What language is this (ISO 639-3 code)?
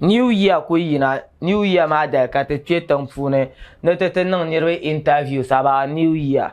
dag